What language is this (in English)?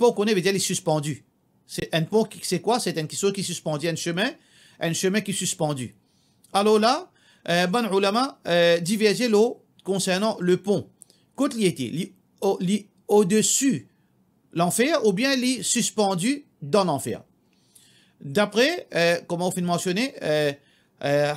Morisyen